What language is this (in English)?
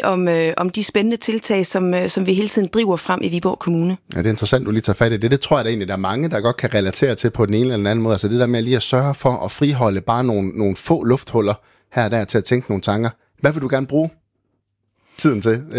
Danish